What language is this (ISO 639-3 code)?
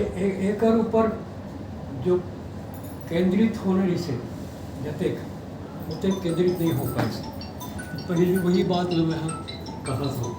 hne